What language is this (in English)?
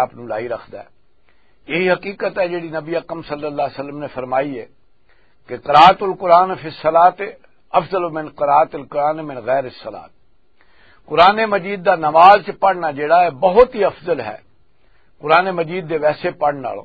Western Panjabi